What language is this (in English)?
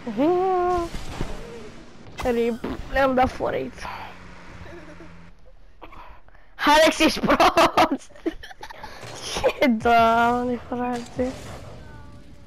Romanian